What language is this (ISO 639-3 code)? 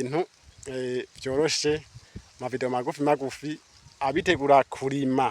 run